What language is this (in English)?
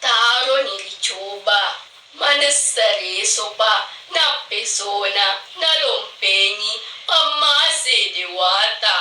Buginese